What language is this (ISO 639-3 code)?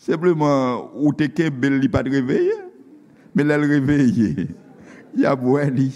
hat